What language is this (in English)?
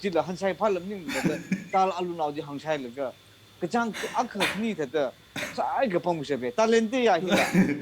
Tangkhul Naga (India)